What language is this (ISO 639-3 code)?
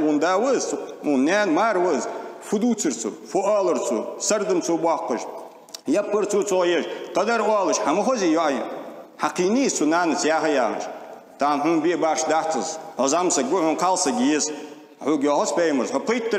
inh